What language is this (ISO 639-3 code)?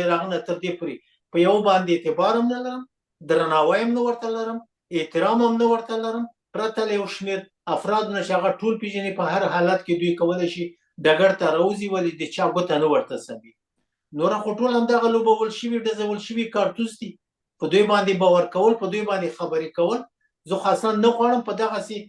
pus